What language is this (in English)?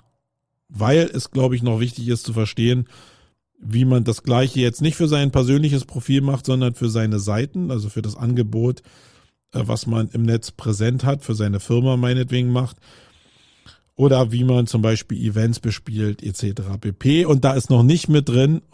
German